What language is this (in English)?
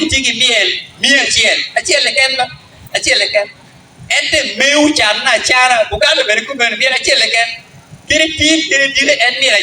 Acoli